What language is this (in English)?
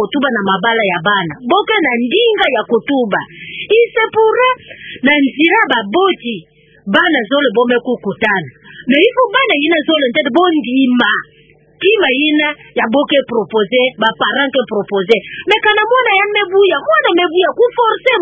Kituba (Democratic Republic of Congo)